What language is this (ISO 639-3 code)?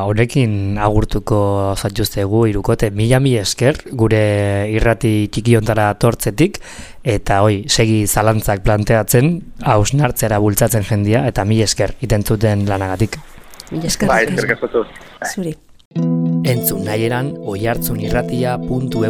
eus